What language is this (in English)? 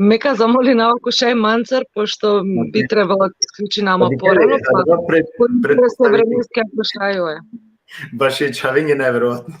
Balkan Romani